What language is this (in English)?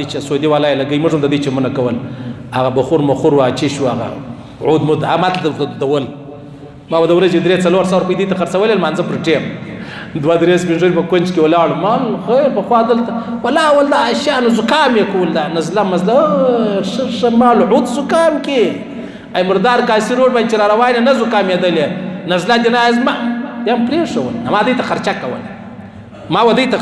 Pashto